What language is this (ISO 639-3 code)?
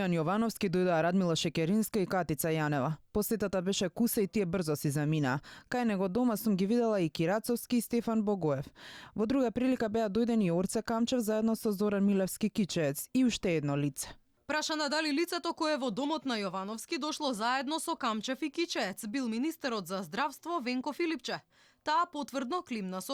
mkd